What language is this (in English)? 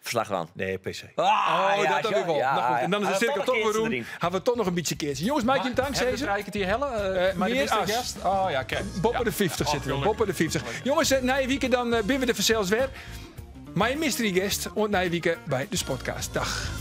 Western Frisian